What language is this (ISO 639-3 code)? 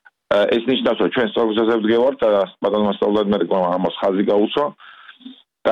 kat